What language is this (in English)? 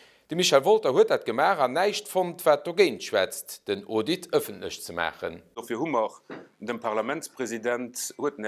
Luxembourgish